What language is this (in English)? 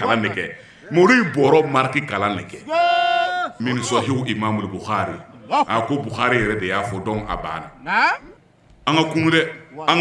Bambara